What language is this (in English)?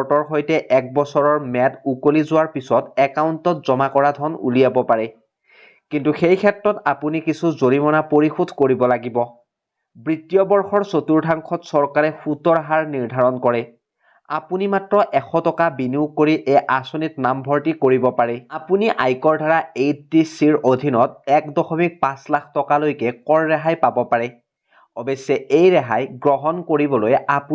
Assamese